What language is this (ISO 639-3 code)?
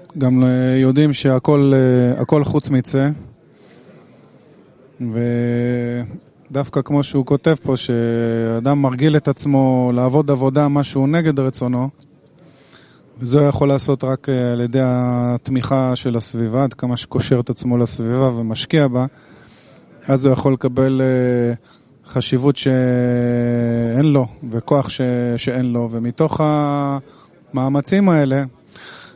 heb